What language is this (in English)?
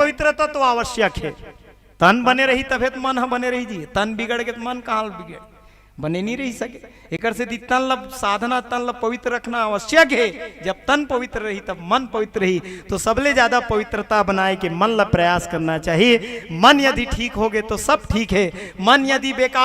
Chhattisgarhi